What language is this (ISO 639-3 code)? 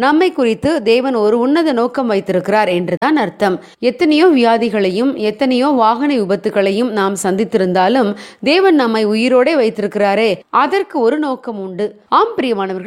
tam